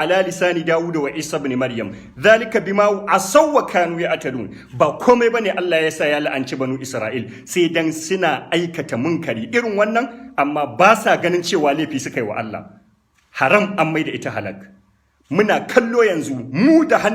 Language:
Hausa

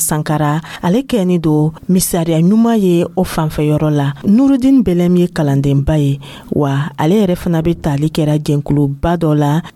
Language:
Dyula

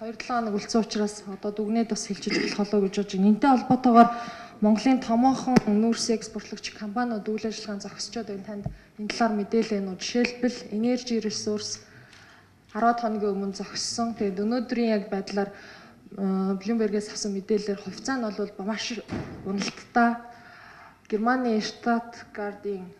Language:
Mongolian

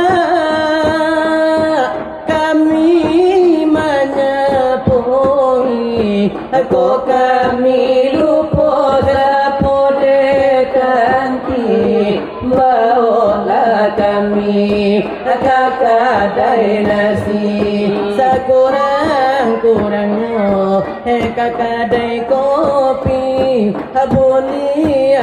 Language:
Minangkabau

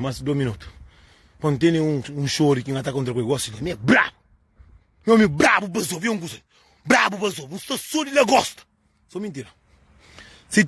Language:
Kabuverdianu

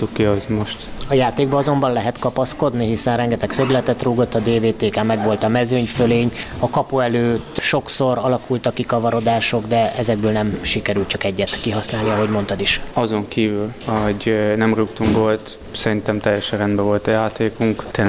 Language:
Hungarian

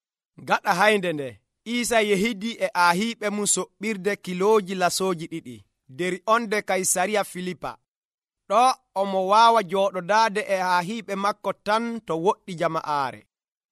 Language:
Nigerian Fulfulde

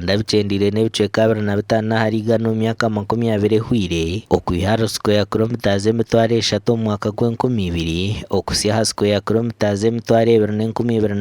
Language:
Nyankole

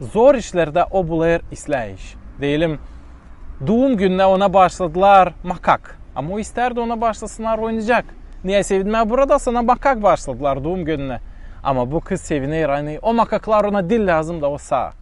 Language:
Gagauz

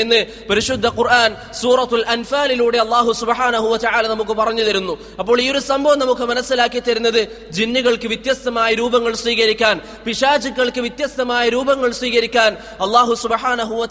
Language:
Malayalam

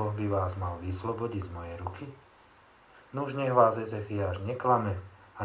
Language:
Slovak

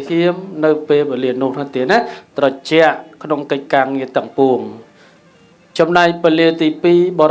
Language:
Khmer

